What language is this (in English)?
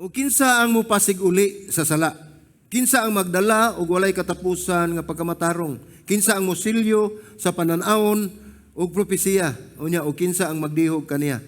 Cebuano